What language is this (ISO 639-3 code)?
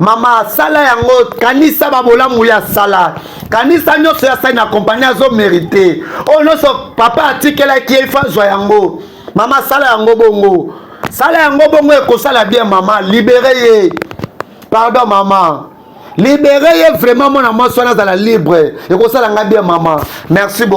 lin